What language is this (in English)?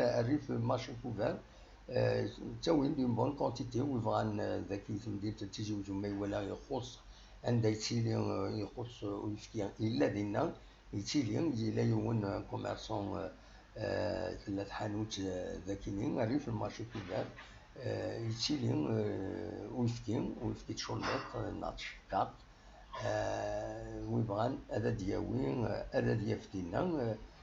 Kabyle